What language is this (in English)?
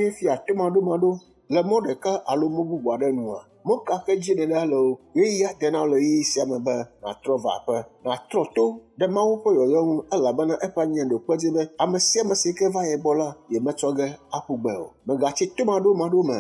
Ewe